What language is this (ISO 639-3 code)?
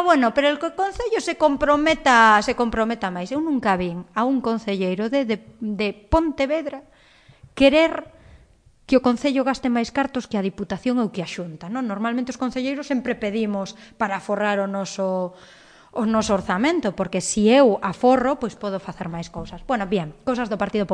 glg